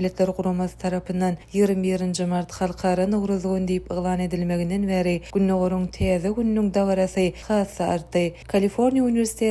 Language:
Turkmen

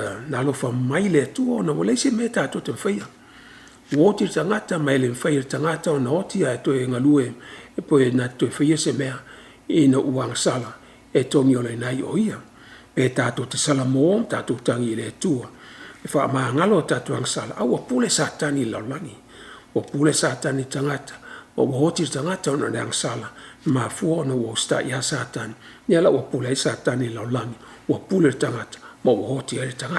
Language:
Samoan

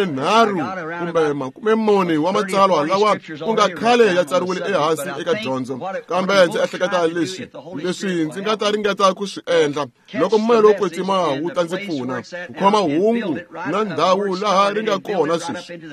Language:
Tsonga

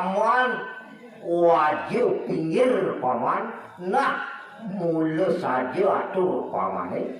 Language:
Balinese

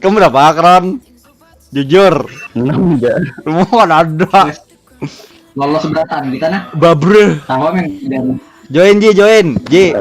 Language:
Banjar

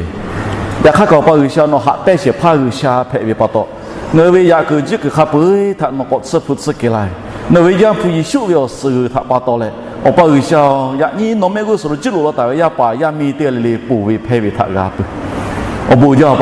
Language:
Lahu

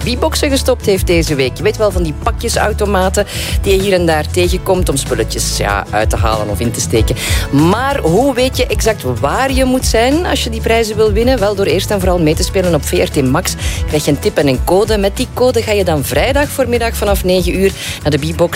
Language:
Dutch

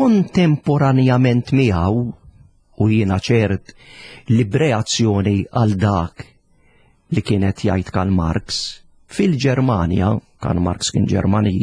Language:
Maltese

